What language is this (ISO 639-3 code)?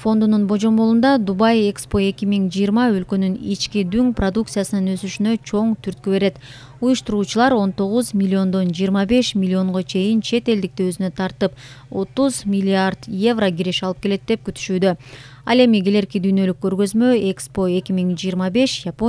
kir